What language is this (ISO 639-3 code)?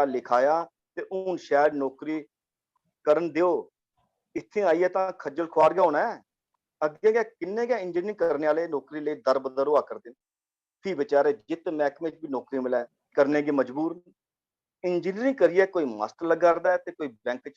doi